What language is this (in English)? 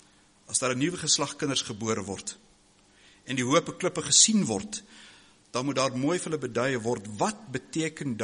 Afrikaans